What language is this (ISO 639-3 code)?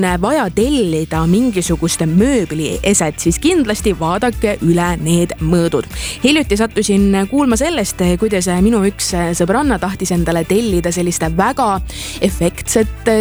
est